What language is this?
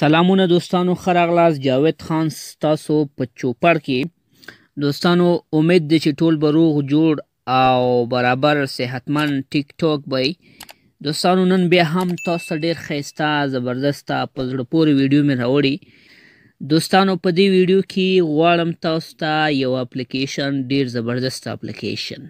Pashto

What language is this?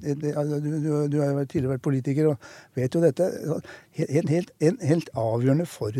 Norwegian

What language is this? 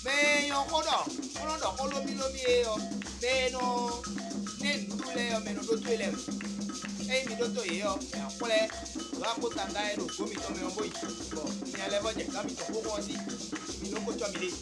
Fon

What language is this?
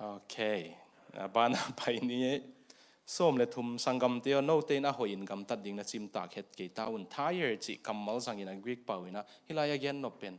Tedim Chin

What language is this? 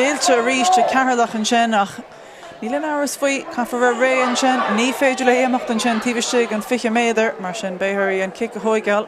Irish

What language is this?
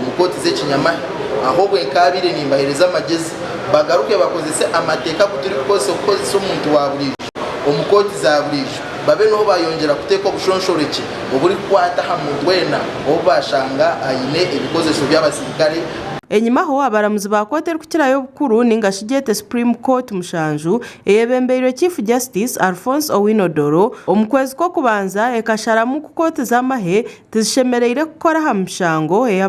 Nyankole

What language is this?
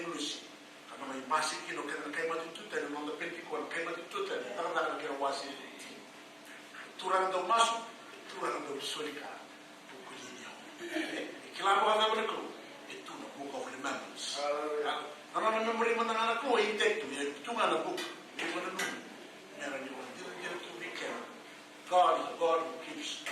Fijian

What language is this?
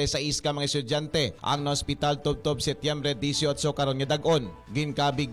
Hiligaynon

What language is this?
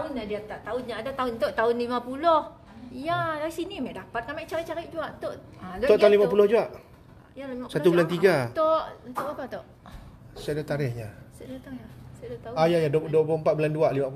Malay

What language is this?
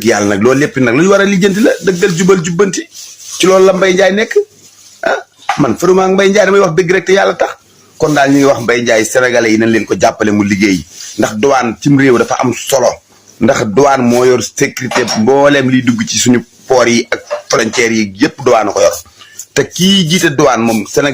Wolof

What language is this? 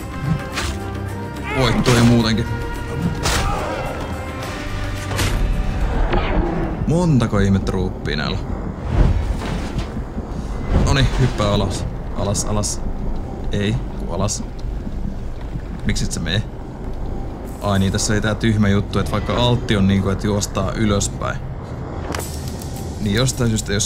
Finnish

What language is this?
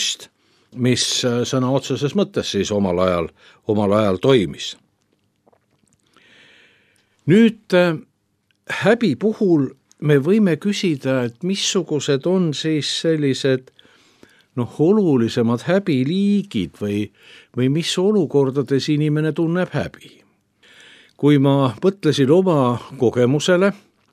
Estonian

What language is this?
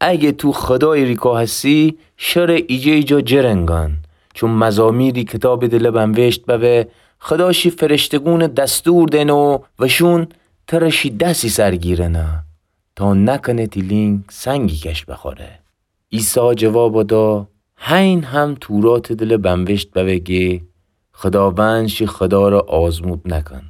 Gilaki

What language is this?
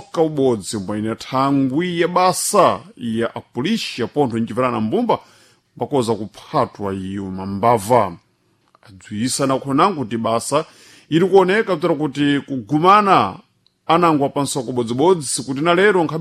Sena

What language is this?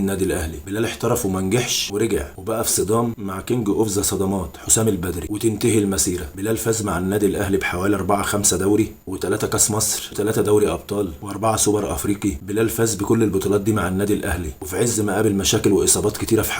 Egyptian Arabic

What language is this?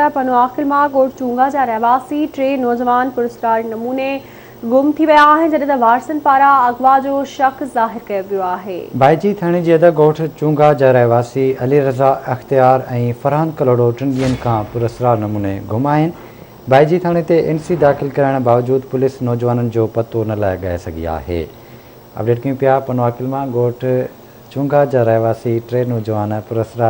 Sindhi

